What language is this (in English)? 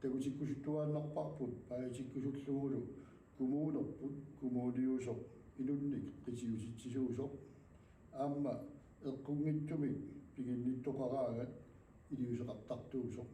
Kalaallisut